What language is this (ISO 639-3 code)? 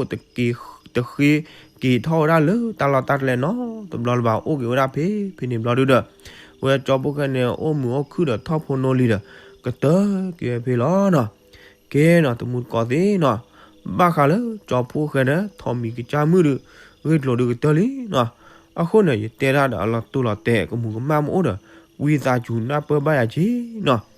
ksw